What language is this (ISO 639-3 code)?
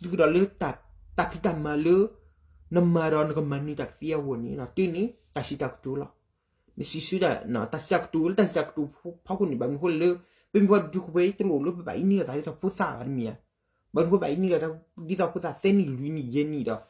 ksw